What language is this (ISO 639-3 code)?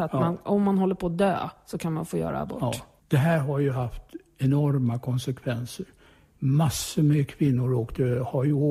swe